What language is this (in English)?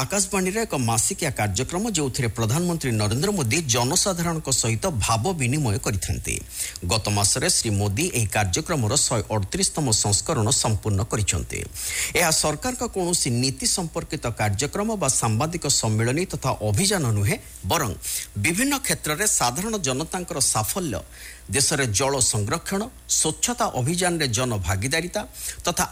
Odia